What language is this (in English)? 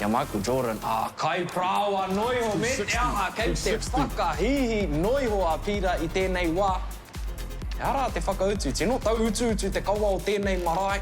Māori